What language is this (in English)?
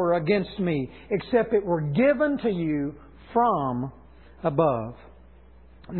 English